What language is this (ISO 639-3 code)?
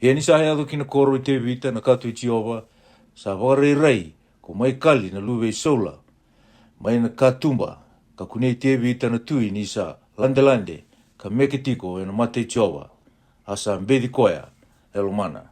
fij